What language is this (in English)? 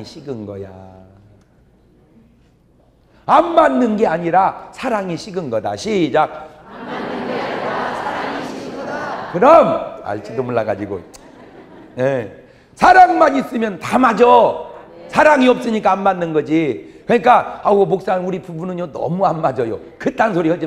Korean